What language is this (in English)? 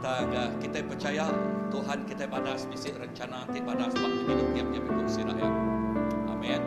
Iban